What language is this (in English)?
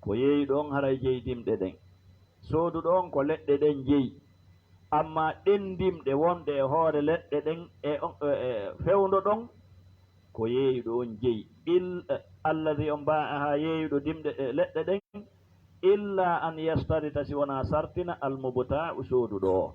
Fula